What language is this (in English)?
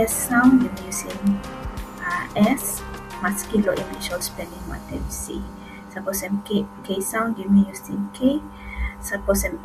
Tok Pisin